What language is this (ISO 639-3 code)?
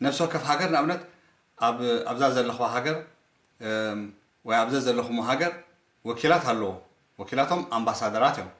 tir